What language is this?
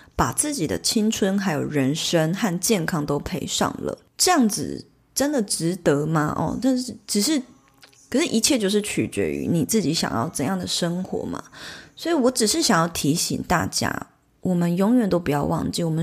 Chinese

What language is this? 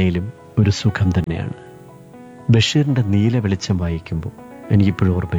Malayalam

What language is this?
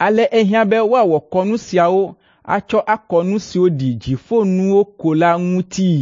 Ewe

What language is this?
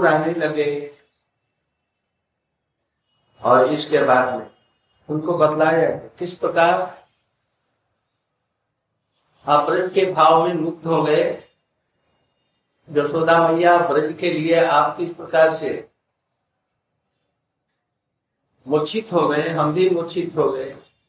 Hindi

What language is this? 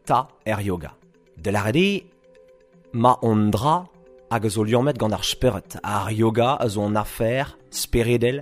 Breton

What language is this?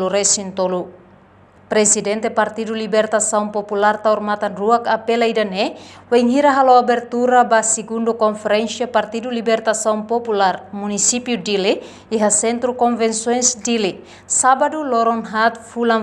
Tetum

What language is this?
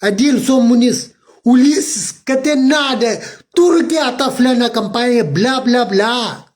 Kabuverdianu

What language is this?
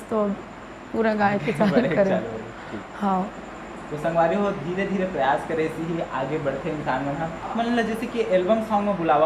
Chhattisgarhi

